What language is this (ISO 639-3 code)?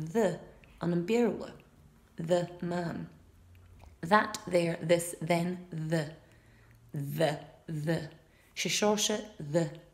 gla